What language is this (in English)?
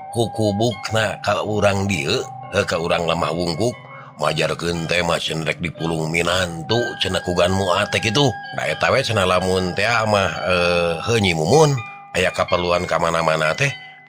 Sundanese